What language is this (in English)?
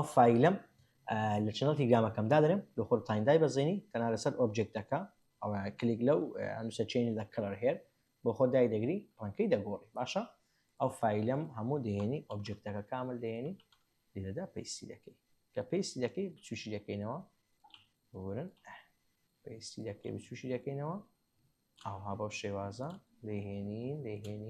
Central Kurdish